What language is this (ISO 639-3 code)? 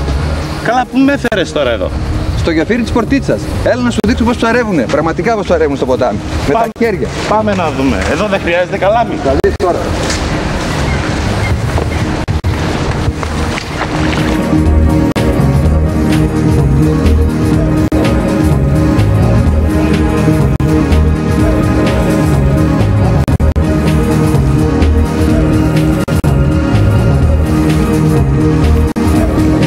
ell